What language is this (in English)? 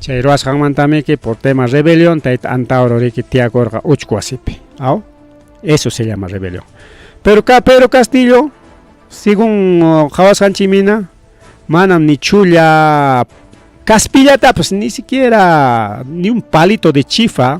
Ayacucho Quechua